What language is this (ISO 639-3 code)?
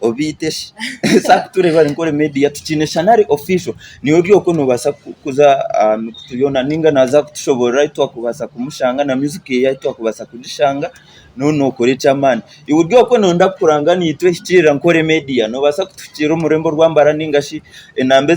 nyn